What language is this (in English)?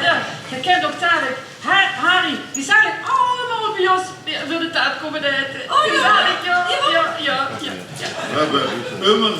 Limburgish